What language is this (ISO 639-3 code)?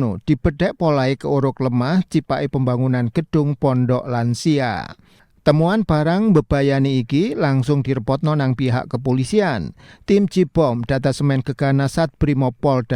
jav